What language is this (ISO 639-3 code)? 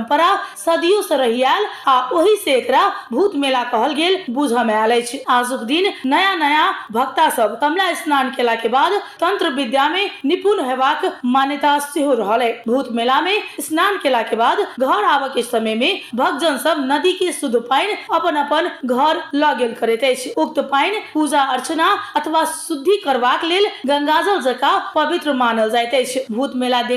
mai